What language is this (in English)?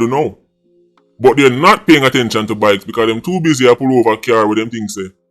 Jamaican Creole English